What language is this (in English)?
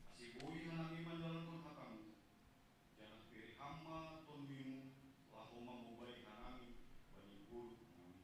Batak Simalungun